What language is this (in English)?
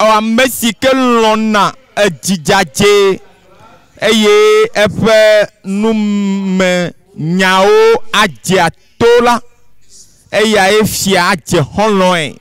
Ewe